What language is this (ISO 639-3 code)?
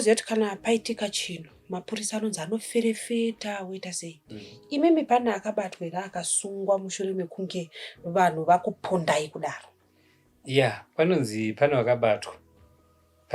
sna